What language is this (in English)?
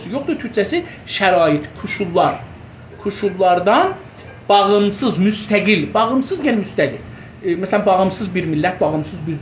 South Azerbaijani